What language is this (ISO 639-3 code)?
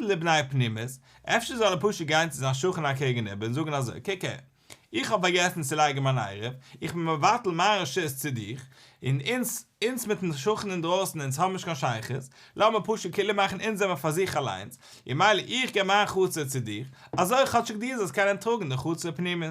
yid